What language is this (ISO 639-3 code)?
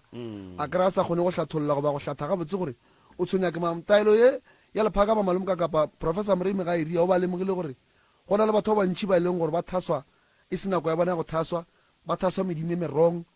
nso